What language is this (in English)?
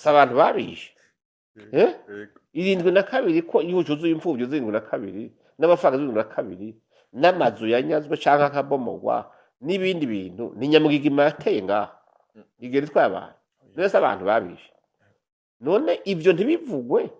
Rundi